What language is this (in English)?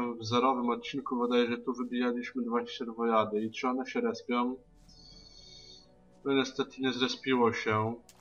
Polish